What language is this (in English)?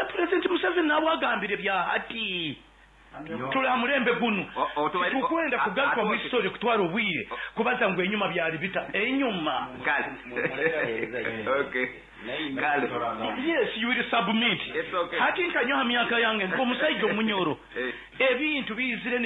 Nyoro